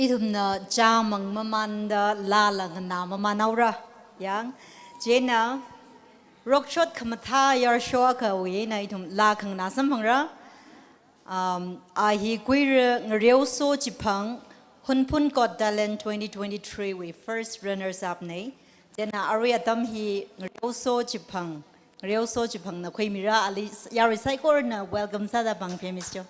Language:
Tangkhul Naga (India)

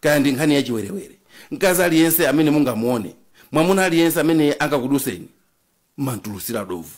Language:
Nyanja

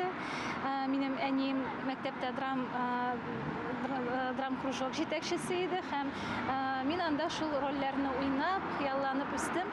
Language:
Tatar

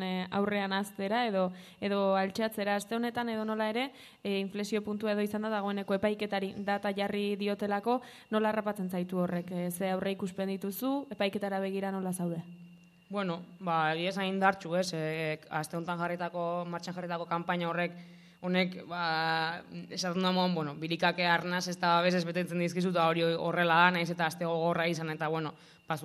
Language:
Basque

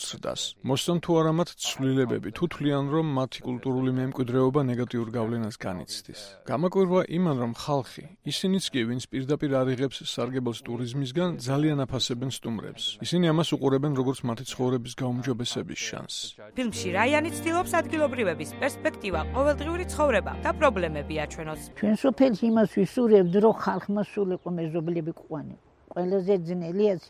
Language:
Georgian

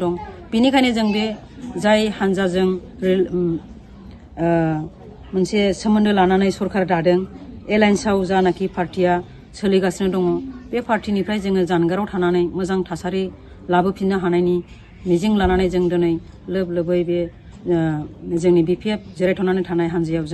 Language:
Bodo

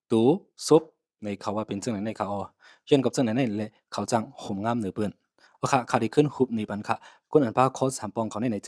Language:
Shan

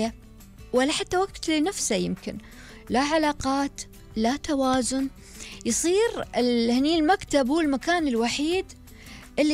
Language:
Gulf Arabic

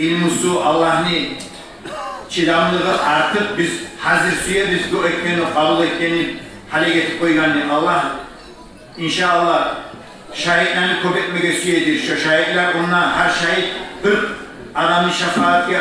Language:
Kumyk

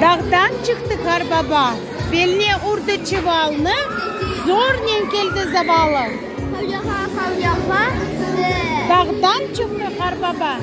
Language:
Crimean Tatar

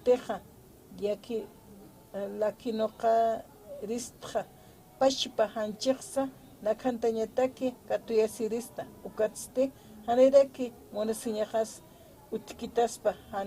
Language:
Aymara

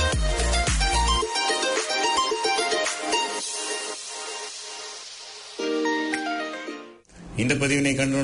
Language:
Tamil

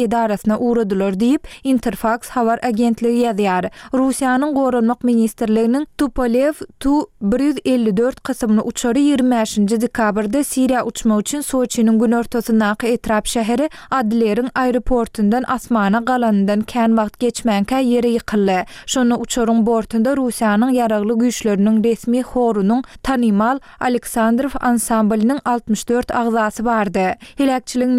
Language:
Turkmen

